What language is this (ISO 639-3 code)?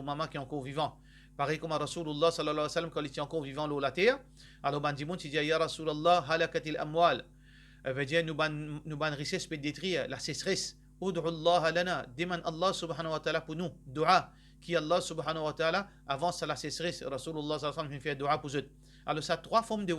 mfe